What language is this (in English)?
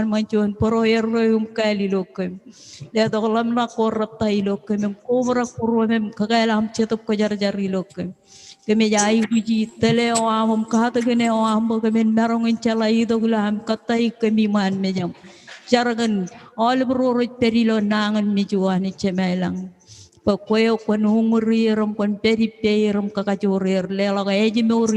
Marshallese